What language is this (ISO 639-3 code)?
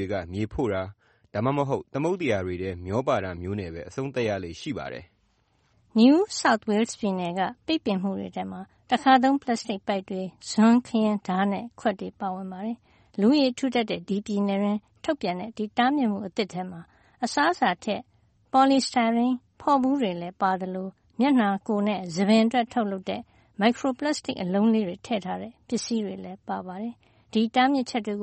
mya